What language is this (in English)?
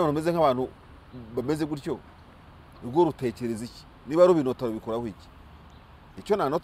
Kinyarwanda